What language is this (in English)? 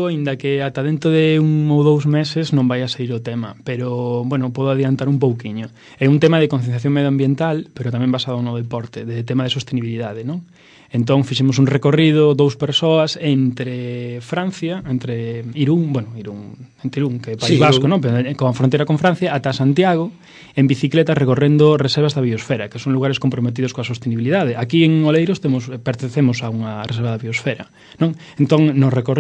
Galician